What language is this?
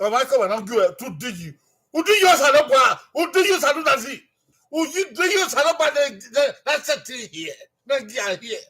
Bini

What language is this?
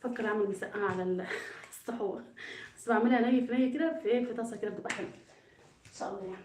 Egyptian Arabic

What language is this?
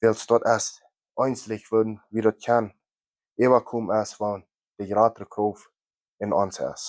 Plautdietsch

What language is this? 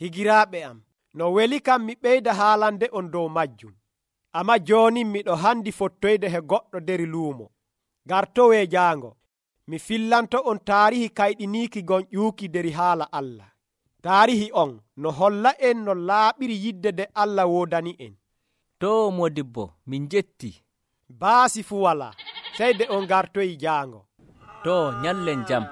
Nigerian Fulfulde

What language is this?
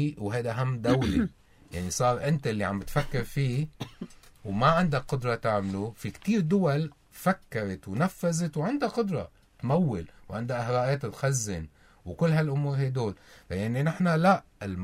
North Levantine Arabic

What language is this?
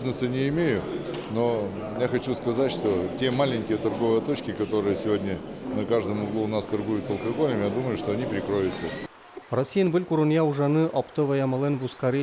Udmurt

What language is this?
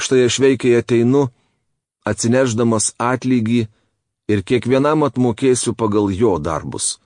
Lithuanian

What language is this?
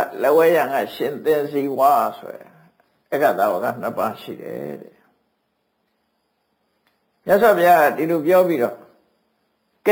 Burmese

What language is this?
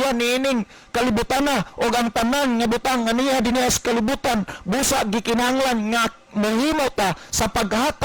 Cebuano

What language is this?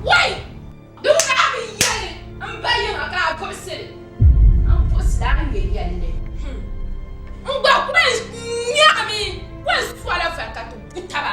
Dagbani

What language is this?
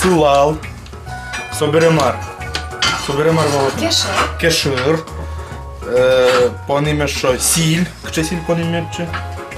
Udmurt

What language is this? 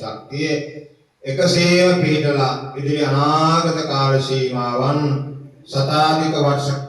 Sinhala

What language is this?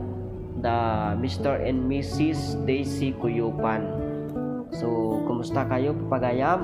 Iloko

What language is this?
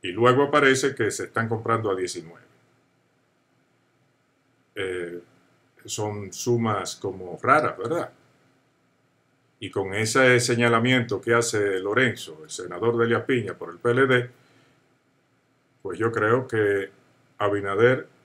Spanish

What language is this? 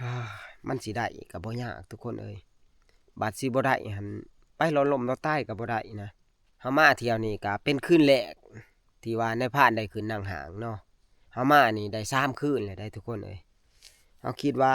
Northeastern Thai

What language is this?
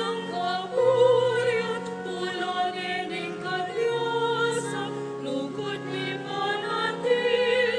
Pampanga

